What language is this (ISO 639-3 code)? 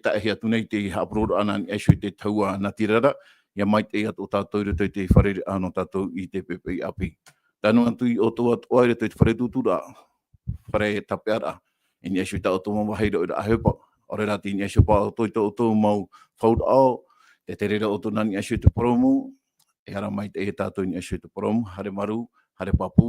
tah